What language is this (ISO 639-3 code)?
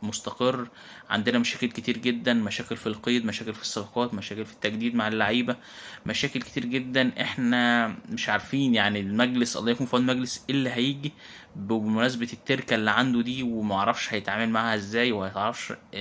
arz